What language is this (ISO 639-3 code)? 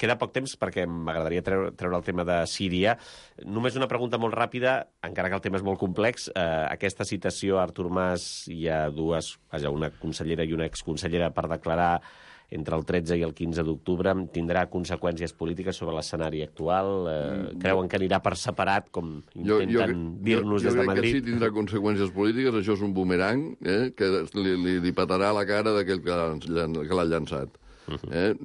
cat